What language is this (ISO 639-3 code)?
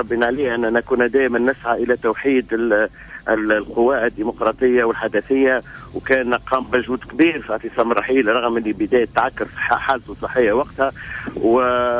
aeb